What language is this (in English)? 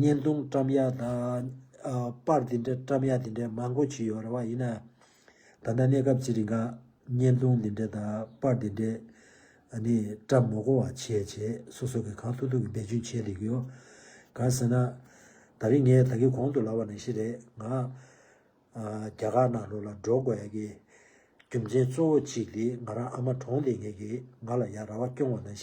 Tibetan